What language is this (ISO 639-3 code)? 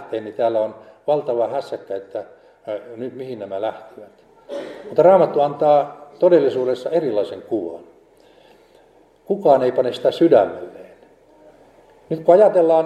fin